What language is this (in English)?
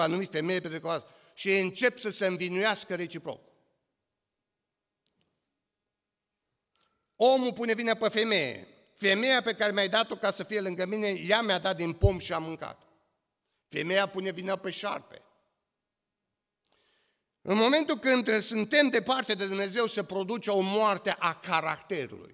Romanian